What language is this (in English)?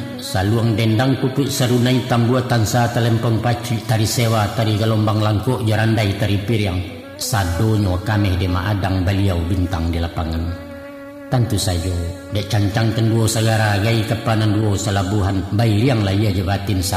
Minangkabau